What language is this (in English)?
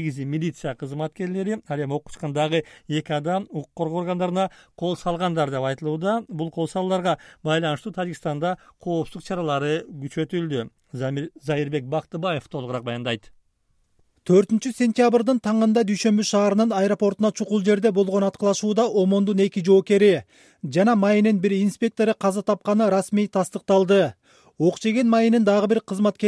Kyrgyz